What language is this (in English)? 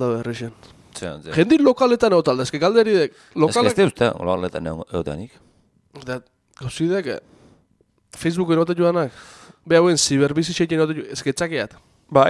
Basque